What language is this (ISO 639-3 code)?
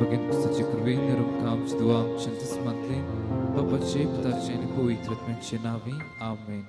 kok